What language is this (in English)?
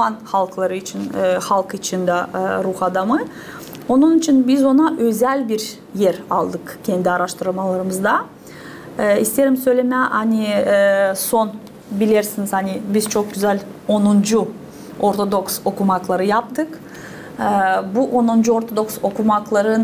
Gagauz